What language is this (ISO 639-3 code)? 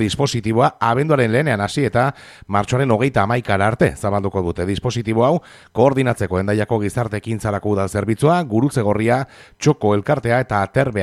eus